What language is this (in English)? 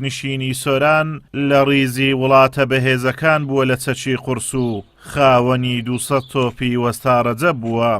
Central Kurdish